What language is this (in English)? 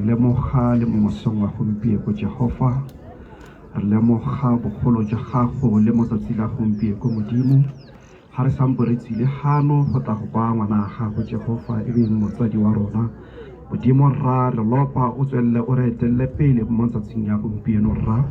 Tswana